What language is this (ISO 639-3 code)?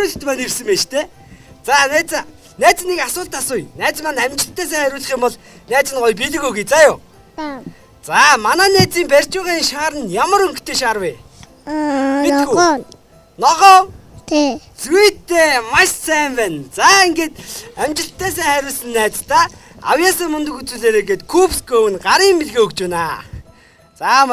mon